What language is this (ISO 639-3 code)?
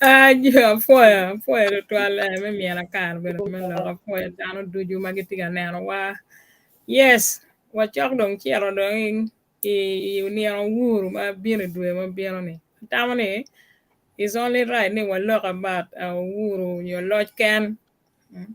ach